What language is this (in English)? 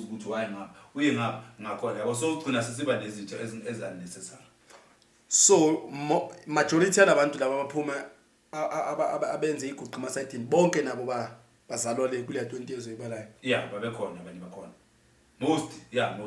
Zulu